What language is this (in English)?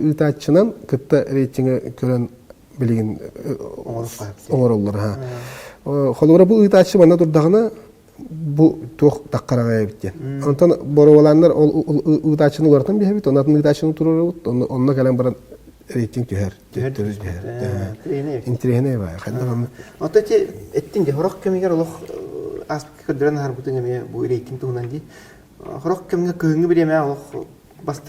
Yakut